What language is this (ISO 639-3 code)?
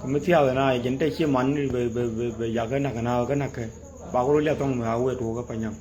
nus